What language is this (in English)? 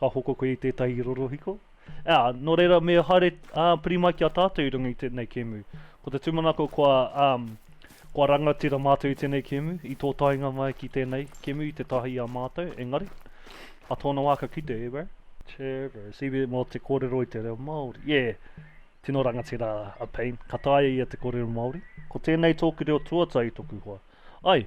Māori